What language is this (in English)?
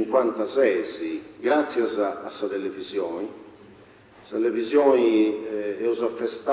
Sardinian